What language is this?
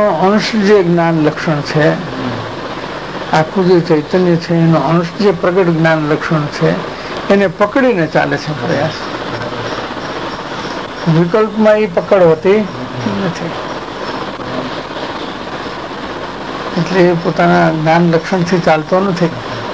Gujarati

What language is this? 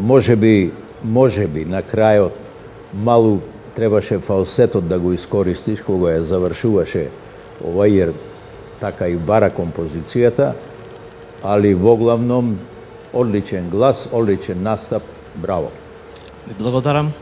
Macedonian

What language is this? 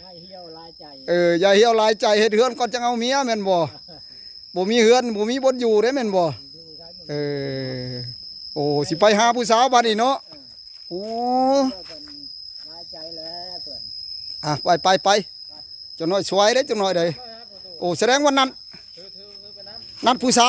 Northeastern Thai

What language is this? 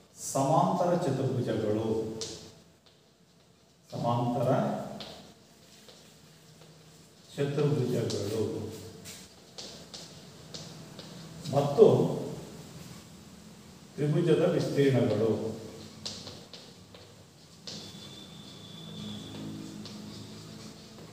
Kannada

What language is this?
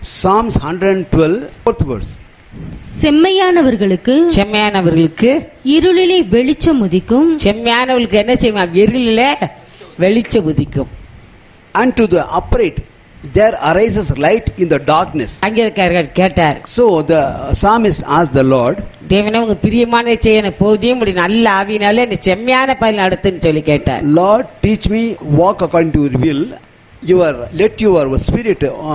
Tamil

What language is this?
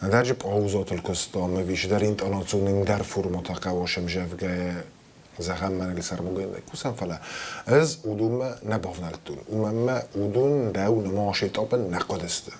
Ossetic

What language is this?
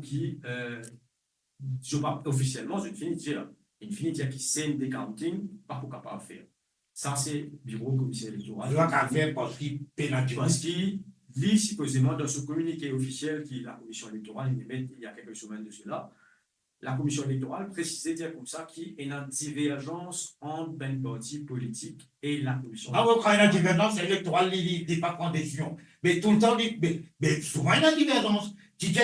Morisyen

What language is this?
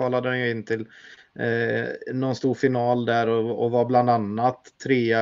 Swedish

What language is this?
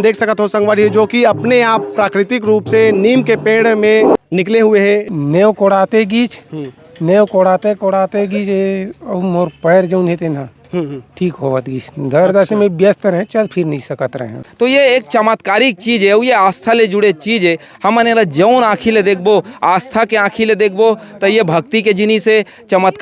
Chhattisgarhi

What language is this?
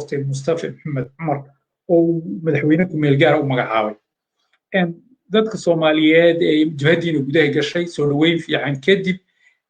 Somali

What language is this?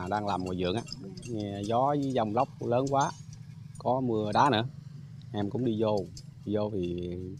Vietnamese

